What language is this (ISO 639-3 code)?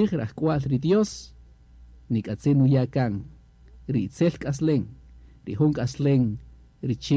cak